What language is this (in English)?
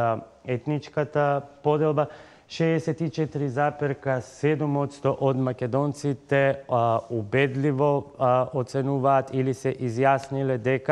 Macedonian